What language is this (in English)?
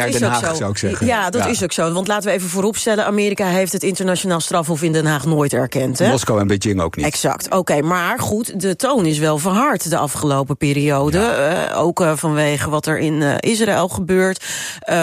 Dutch